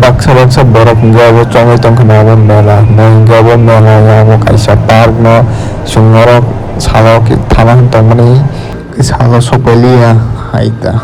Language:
Kok Borok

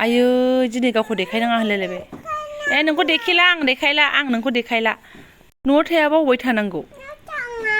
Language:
Bodo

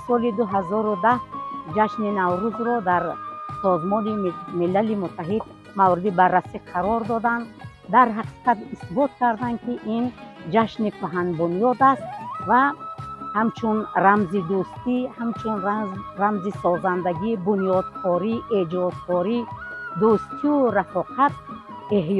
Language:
Tajik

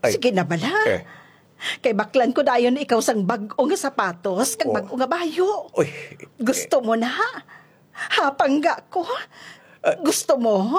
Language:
Hiligaynon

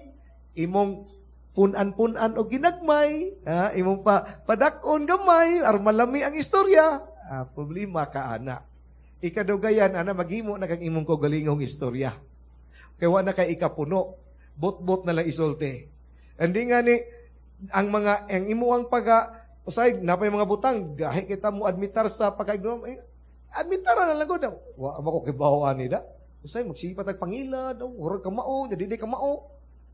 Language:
Cebuano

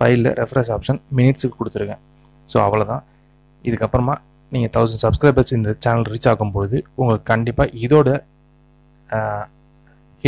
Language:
Tamil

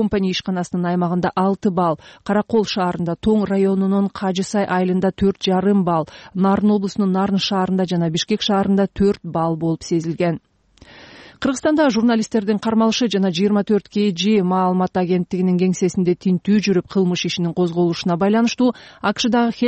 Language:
Kyrgyz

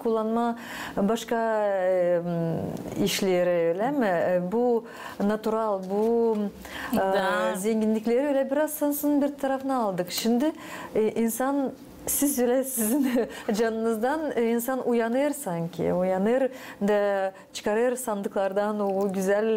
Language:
Gagauz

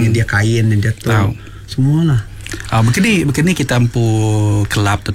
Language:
Iban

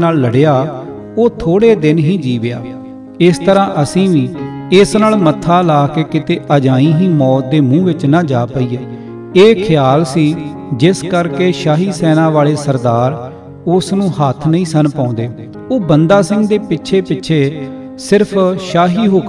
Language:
Punjabi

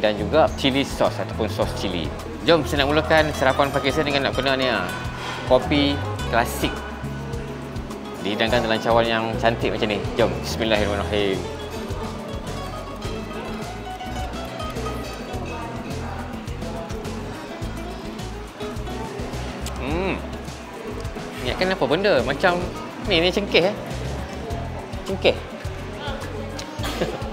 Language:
Malay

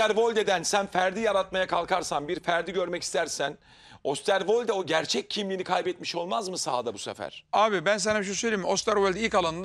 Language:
Turkish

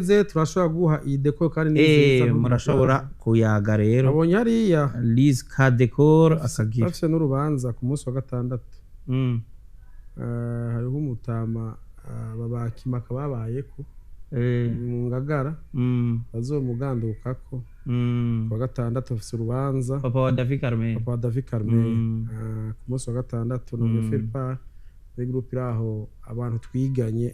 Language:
Rundi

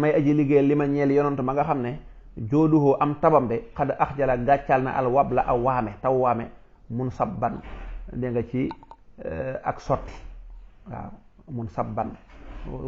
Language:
Wolof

